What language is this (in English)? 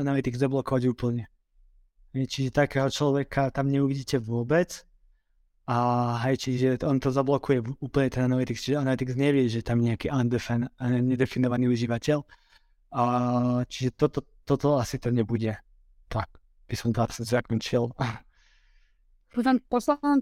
Slovak